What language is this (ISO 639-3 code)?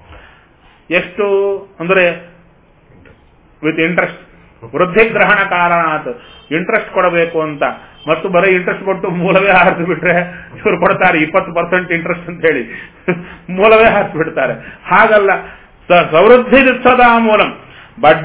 kan